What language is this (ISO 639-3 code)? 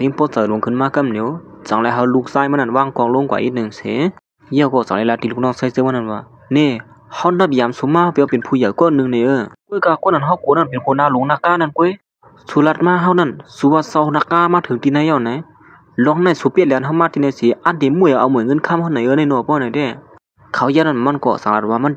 shn